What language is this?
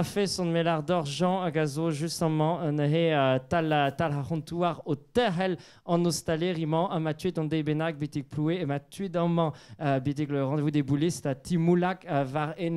Breton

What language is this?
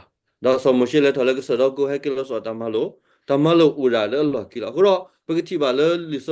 S'gaw Karen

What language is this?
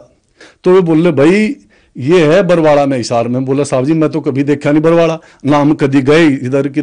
Hindi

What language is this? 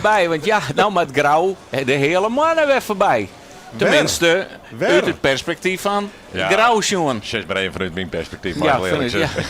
Western Frisian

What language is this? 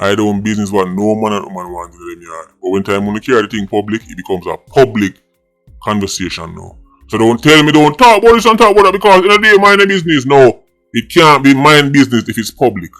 Jamaican Creole English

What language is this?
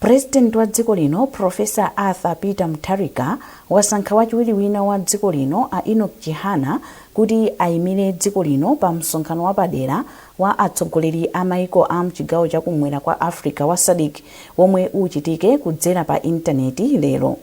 Nyanja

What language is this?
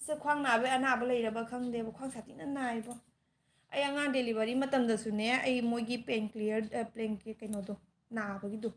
Manipuri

